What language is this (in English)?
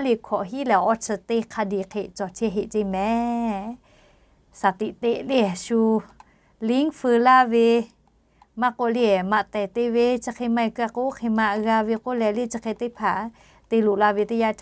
Lahu